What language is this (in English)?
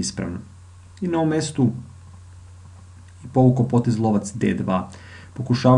Serbian